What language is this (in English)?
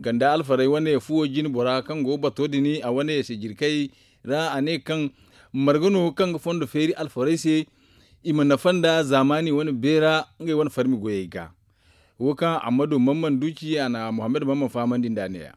Zarma